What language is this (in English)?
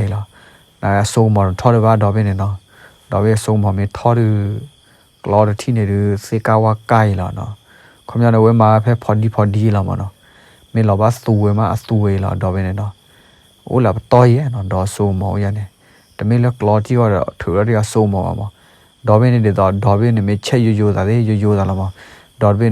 S'gaw Karen